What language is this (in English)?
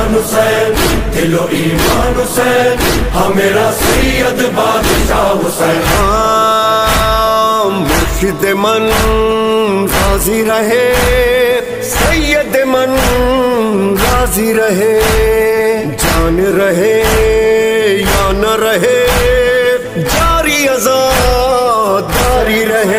Urdu